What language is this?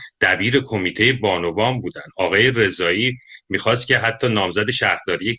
Persian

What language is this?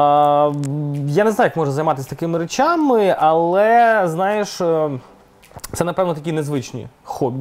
Ukrainian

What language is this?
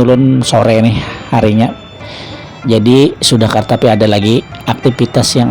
Banjar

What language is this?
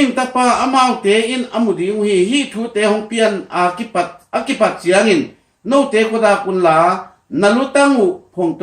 Tedim Chin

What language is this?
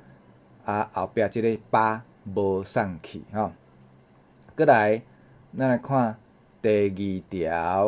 Min Nan Chinese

